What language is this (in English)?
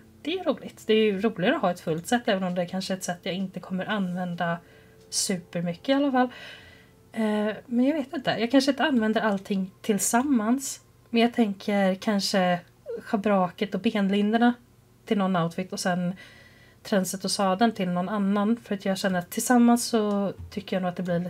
Swedish